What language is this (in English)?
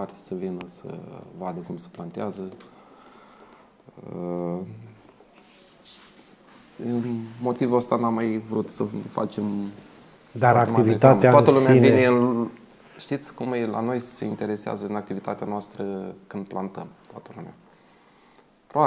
Romanian